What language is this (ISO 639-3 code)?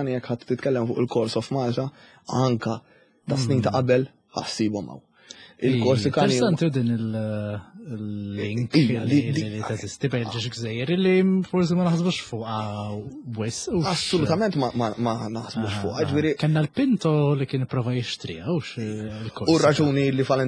mlt